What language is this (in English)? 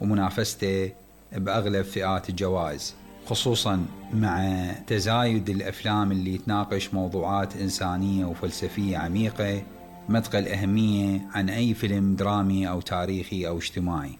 Mesopotamian Arabic